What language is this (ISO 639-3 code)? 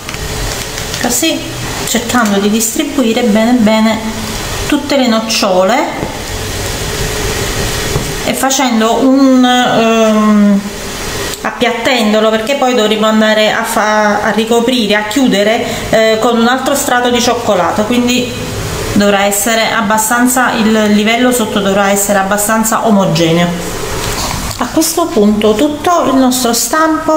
ita